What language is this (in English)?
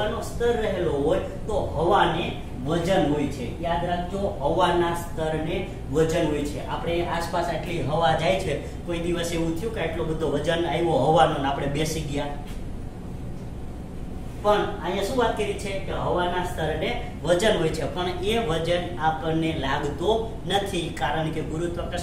Gujarati